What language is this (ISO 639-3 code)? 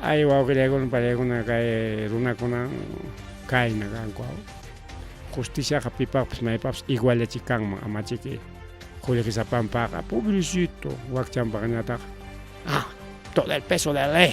quy